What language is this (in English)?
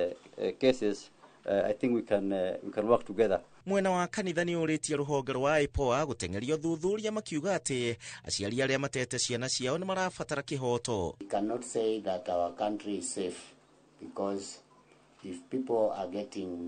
Kikuyu